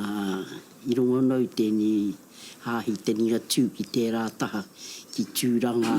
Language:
Māori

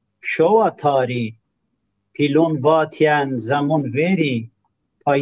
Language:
Zaza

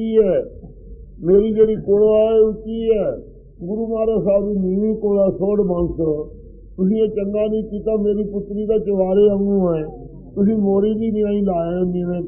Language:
Punjabi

